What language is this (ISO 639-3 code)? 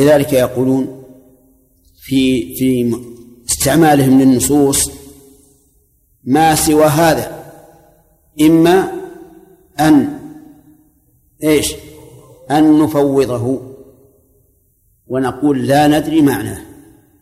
ara